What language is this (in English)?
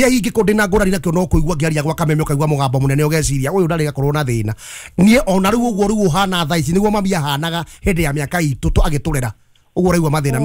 Kikuyu